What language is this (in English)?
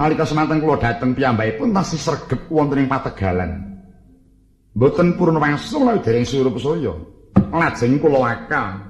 Javanese